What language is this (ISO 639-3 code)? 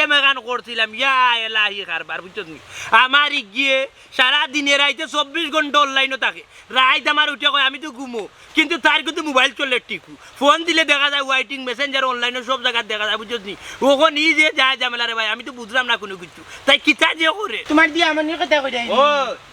syl